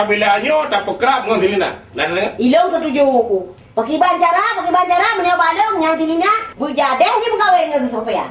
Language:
Achinese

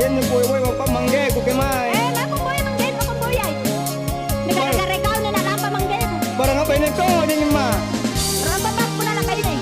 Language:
Makasar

